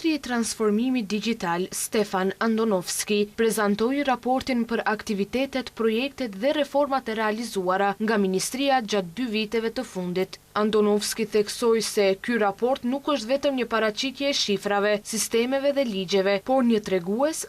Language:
Albanian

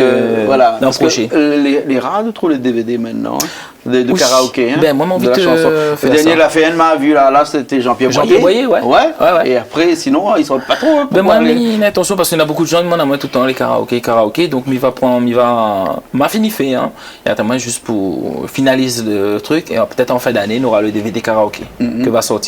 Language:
Réunion Creole French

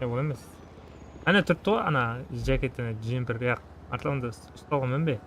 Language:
Kara-Kalpak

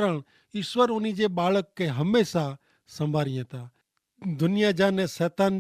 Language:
Kachhi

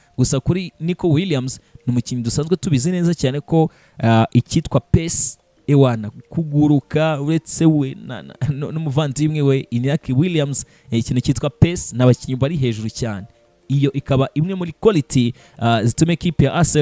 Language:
Kinyarwanda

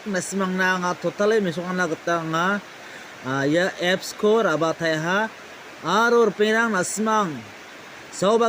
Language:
Garo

